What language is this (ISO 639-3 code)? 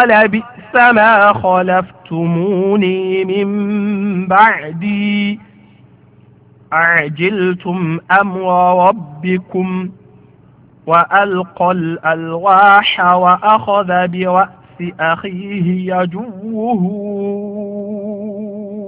ara